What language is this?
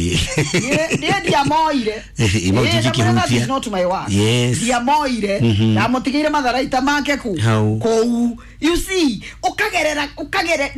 Kikuyu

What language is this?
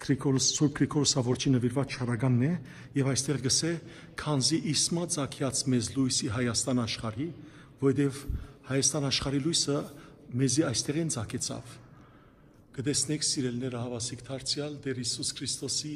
Western Armenian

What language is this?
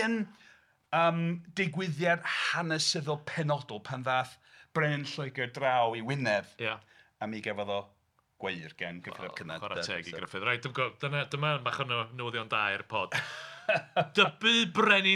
Welsh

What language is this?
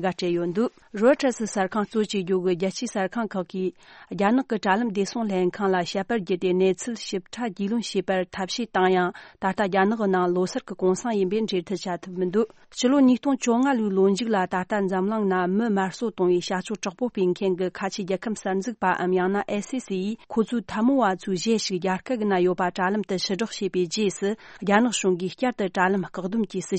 Tibetan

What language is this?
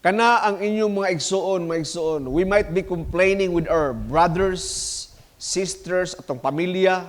Cebuano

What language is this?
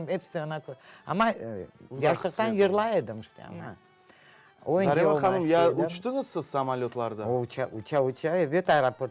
Crimean Tatar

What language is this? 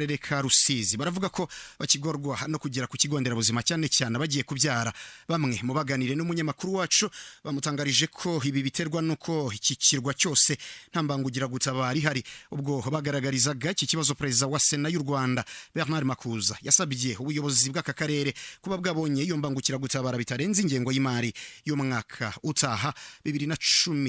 Kinyarwanda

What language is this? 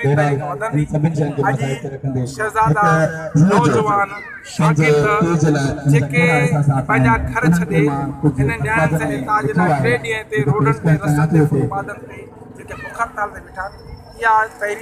Sindhi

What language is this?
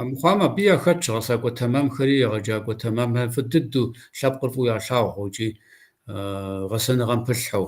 Kabardian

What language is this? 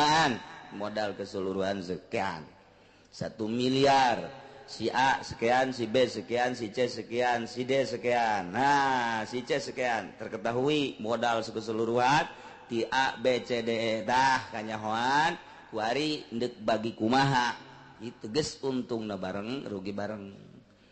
Sundanese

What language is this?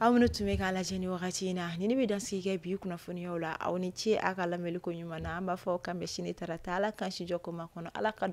Bambara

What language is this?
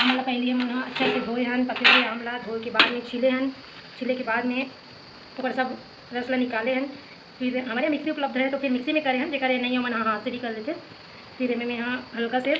Chhattisgarhi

